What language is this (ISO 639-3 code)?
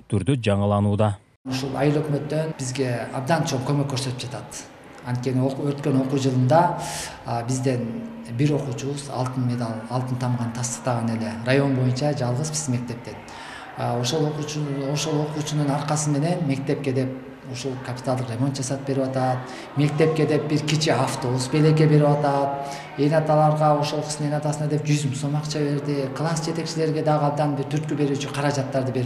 kir